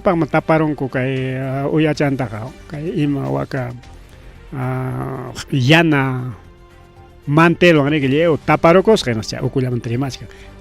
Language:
Ayacucho Quechua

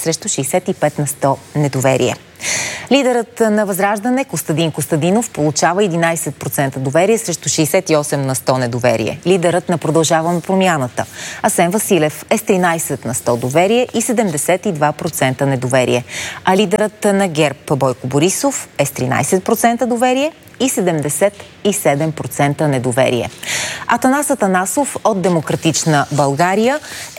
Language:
Bulgarian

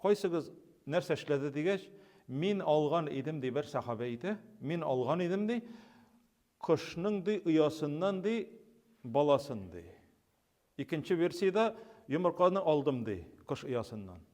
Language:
Tatar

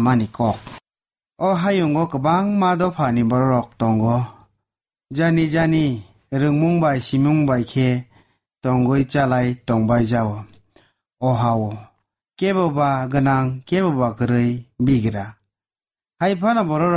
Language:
Kok Borok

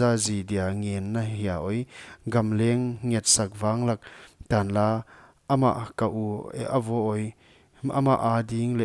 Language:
Paite Chin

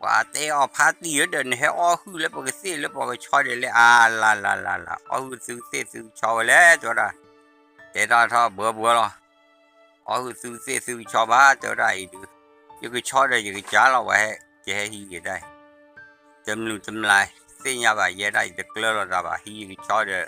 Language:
S'gaw Karen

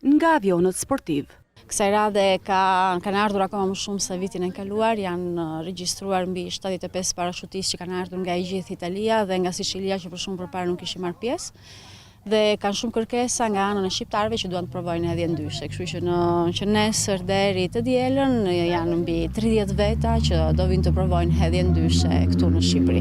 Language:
Albanian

